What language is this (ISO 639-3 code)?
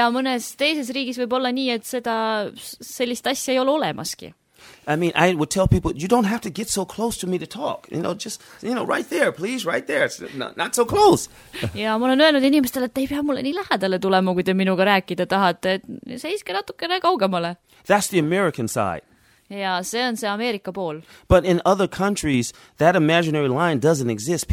est